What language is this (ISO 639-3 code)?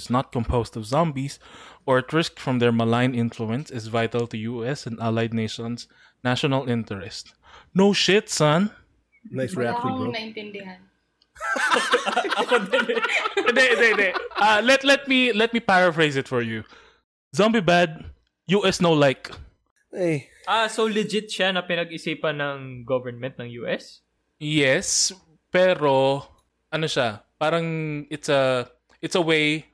fil